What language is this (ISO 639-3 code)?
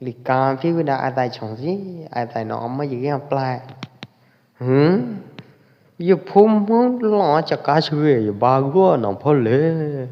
kjp